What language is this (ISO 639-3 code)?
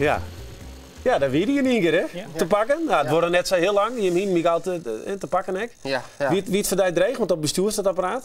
fry